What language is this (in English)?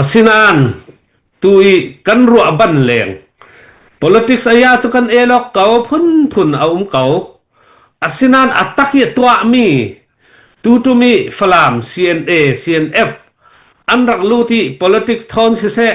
Falam Chin